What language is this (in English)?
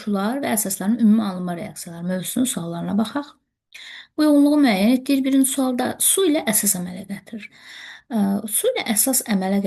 Azerbaijani